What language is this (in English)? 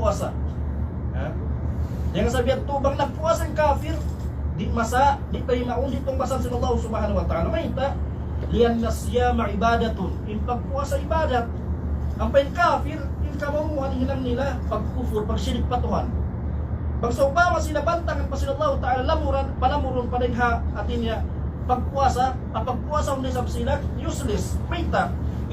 Tausug